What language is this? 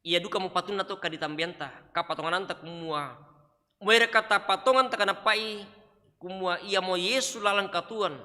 Toraja-Sa'dan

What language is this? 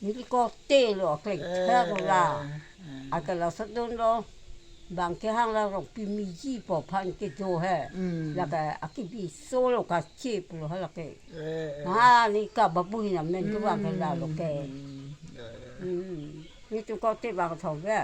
Karbi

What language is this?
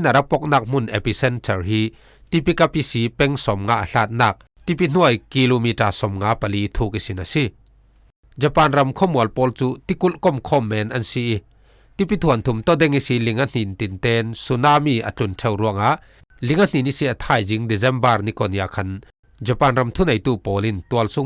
Falam Chin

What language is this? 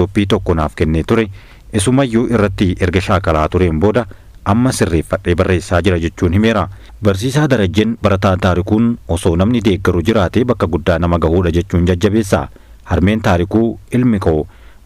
Oromo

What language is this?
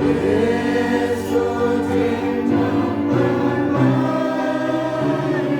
Central Mnong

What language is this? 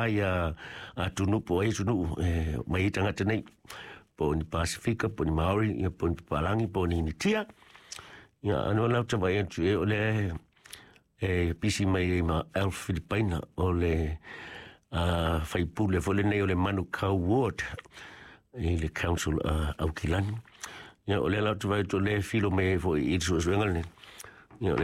Samoan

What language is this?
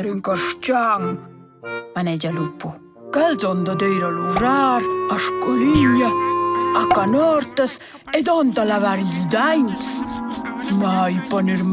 Romansh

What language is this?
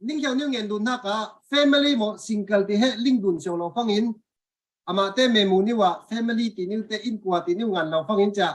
Falam Chin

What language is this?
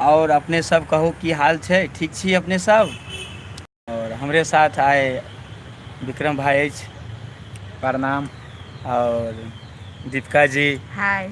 Maithili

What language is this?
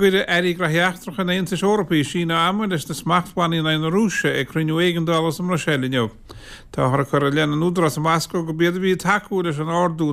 Irish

